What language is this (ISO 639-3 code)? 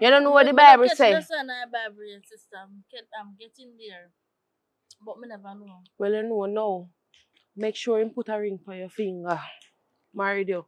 jam